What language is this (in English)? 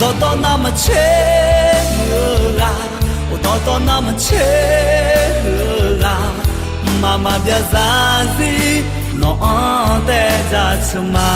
Akha